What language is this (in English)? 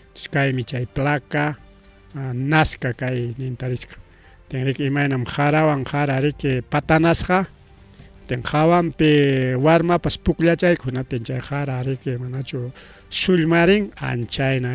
Ayacucho Quechua